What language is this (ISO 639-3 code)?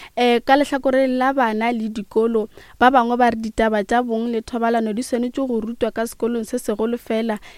nso